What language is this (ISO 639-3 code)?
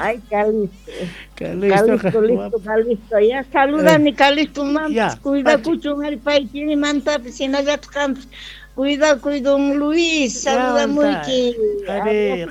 quh